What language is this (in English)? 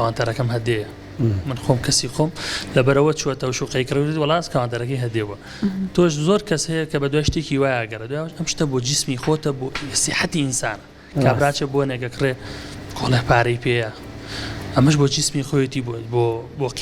Central Kurdish